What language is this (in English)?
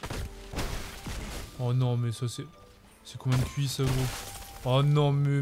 French